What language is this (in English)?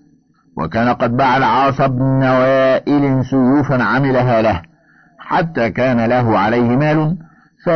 Arabic